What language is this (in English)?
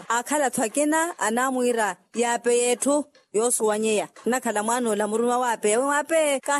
Makhuwa